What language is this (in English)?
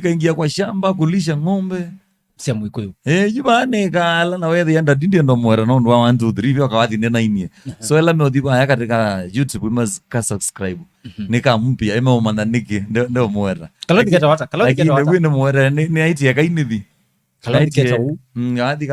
Kamba